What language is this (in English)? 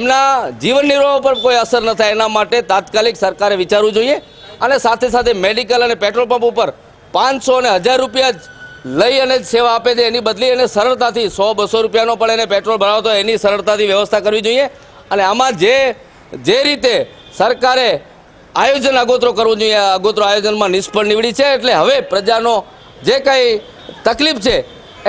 Gujarati